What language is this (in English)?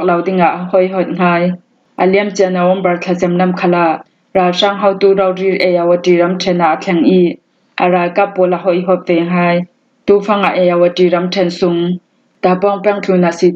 Falam Chin